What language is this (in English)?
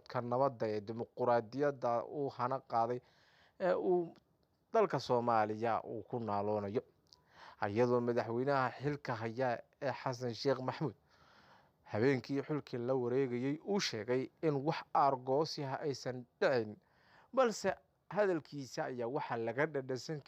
Somali